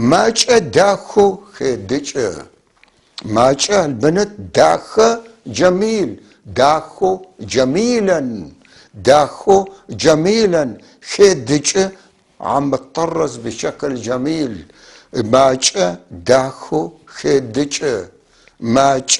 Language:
North Levantine Arabic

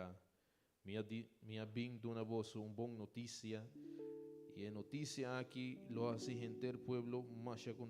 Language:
Papiamento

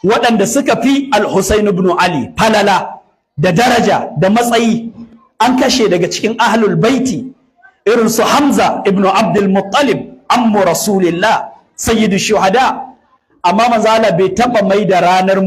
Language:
Hausa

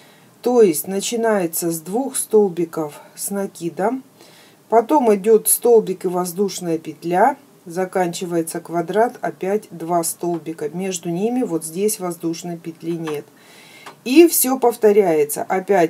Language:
Russian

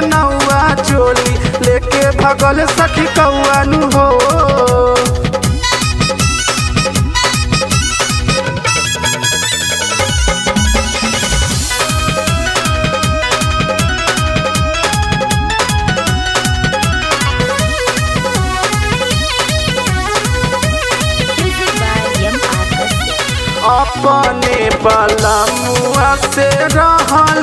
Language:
Bhojpuri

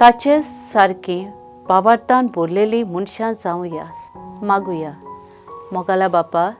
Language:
Konkani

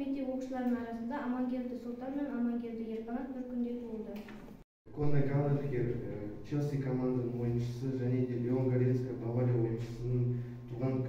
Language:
Kazakh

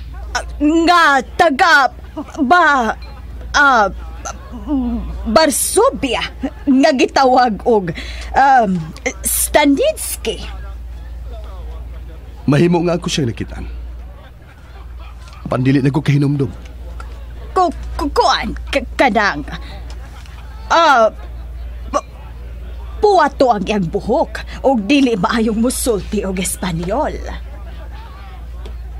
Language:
Cebuano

